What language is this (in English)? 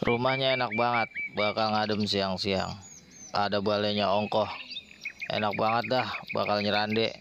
Betawi